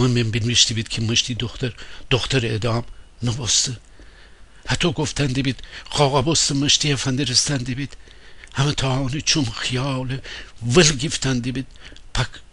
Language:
Gilaki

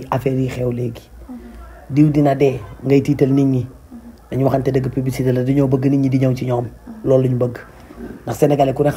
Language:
Wolof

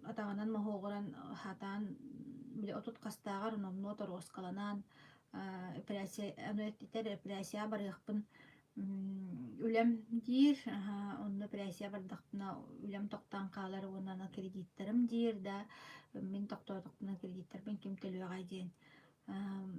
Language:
Yakut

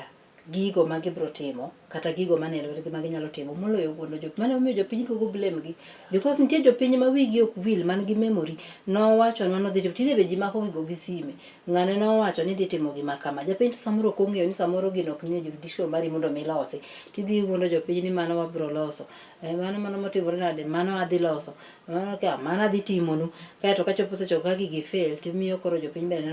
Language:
Luo (Kenya and Tanzania)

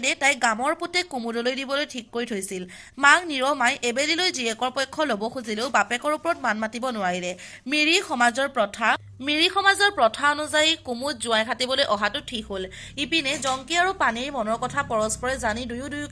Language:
Assamese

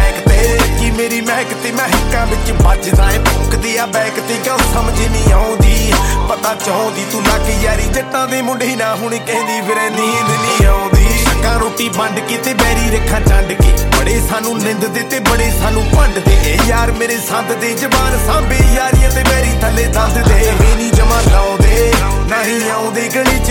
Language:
Punjabi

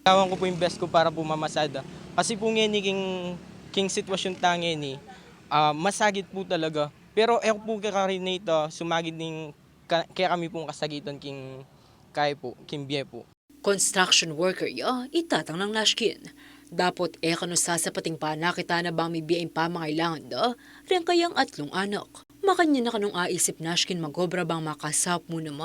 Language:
Pampanga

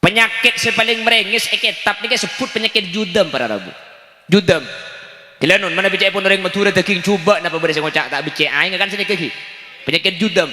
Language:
Madurese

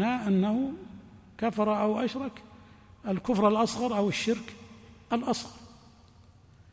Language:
Arabic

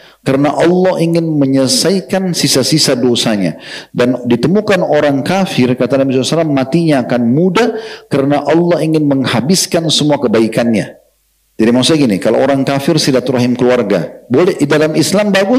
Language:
Indonesian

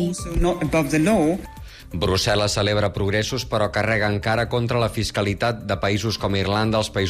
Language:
Catalan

